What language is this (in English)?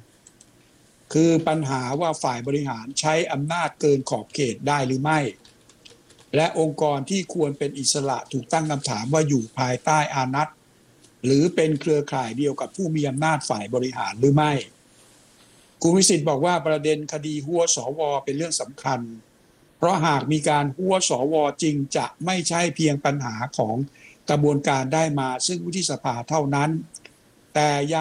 Thai